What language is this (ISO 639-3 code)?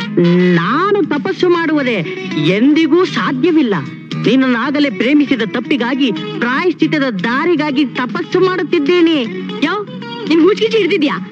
kan